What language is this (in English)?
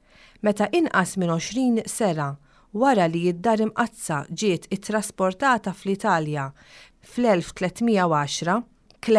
Maltese